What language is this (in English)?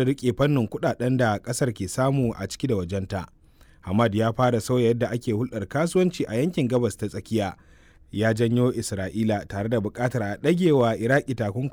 Hausa